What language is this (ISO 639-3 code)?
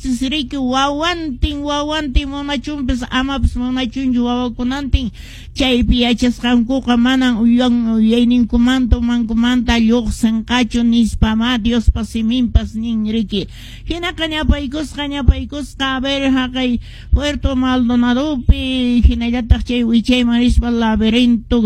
que